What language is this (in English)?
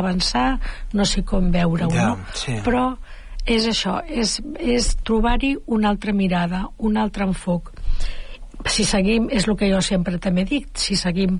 Catalan